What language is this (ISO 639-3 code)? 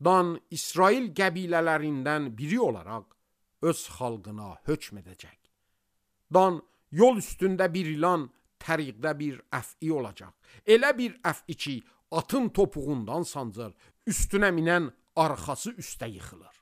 aze